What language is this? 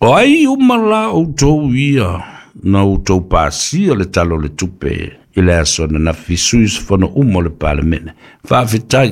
Samoan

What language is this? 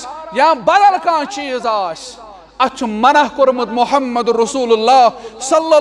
Kashmiri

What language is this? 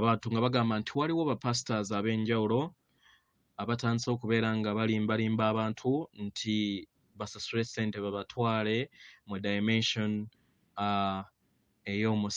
Ganda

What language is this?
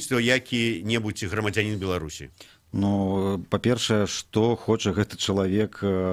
Belarusian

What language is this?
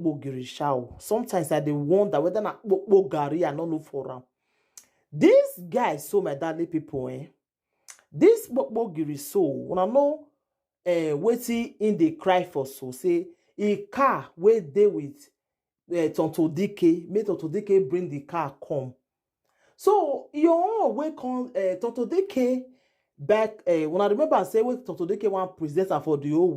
Nigerian Pidgin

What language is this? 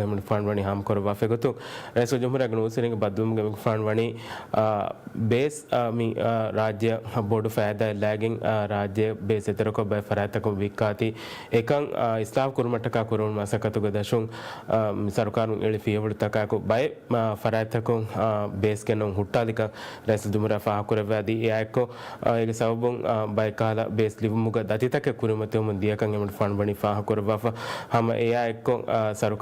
Divehi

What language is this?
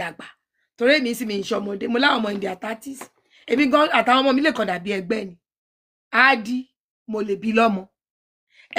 Yoruba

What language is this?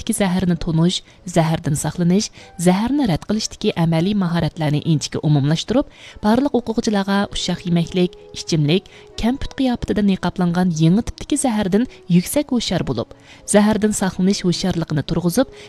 Uyghur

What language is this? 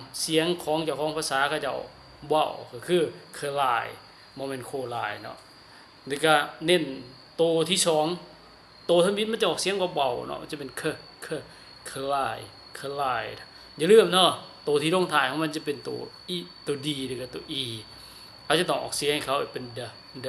Lao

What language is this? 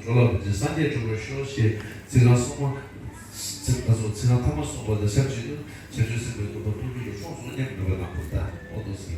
Tibetan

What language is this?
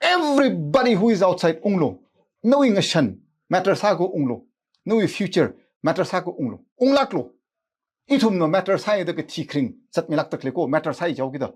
Tangkhul Naga (India)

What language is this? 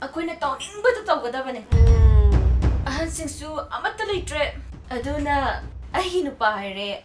Manipuri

